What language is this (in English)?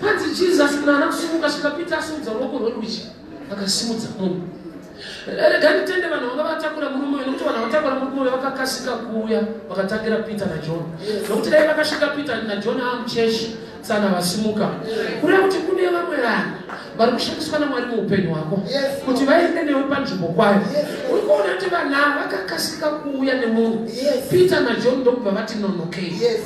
Shona